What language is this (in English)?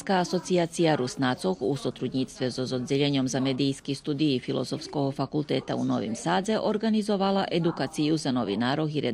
Rusyn